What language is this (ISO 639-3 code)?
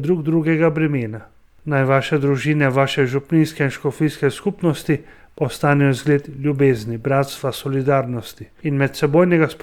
slv